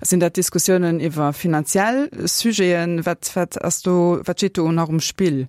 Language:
Luxembourgish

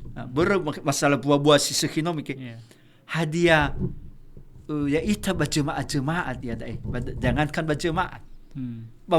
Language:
Nias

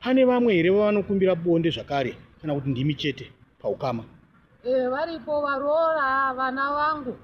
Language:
Shona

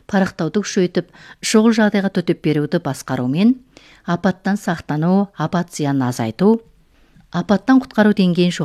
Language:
Kazakh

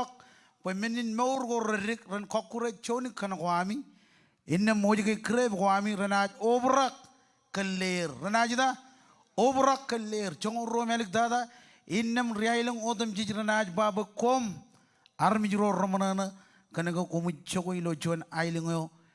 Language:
Marshallese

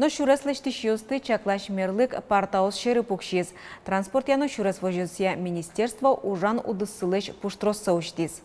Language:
Udmurt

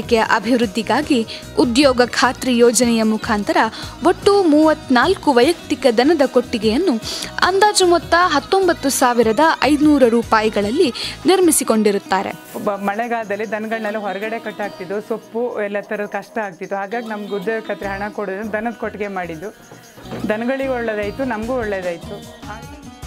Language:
Kannada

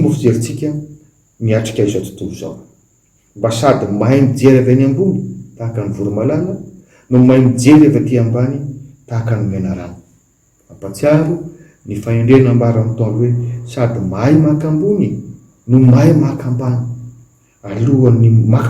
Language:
Malagasy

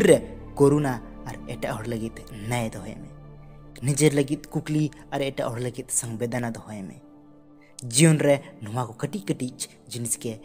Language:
Santali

